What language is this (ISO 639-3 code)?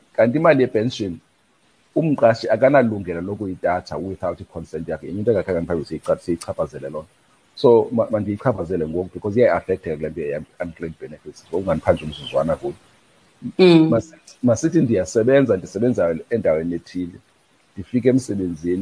xho